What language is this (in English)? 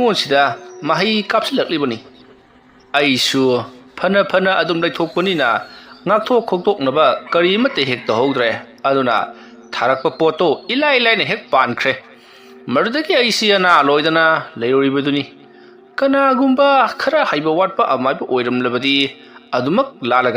Manipuri